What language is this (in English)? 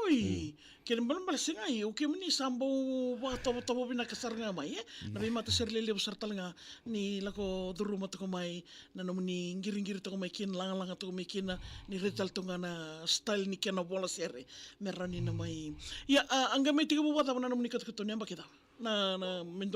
Fijian